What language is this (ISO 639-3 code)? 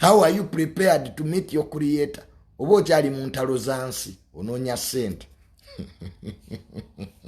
lug